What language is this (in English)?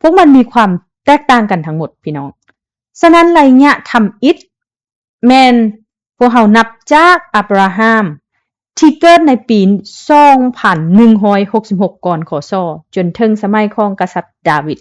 Lao